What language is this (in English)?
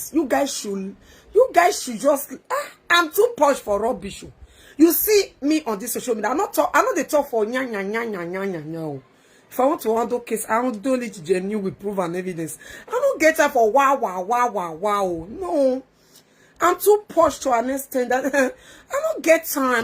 Nigerian Pidgin